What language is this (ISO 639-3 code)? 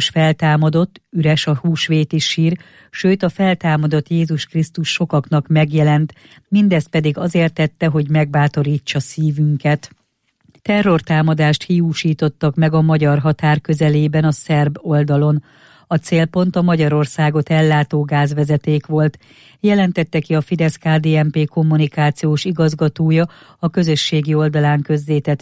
hun